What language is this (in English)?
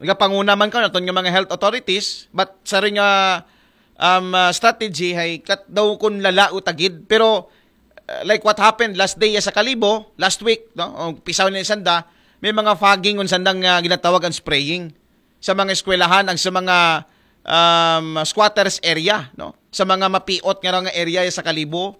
Aklanon